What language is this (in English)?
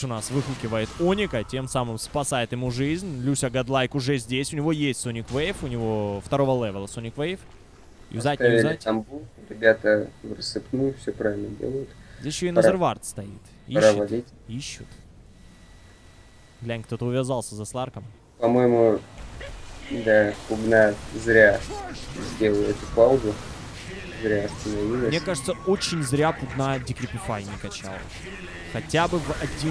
Russian